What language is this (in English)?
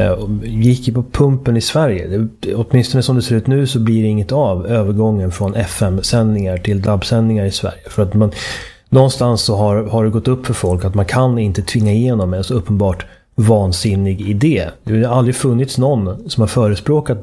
Swedish